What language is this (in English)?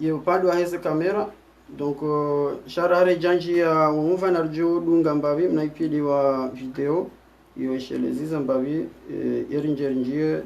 Ngazidja Comorian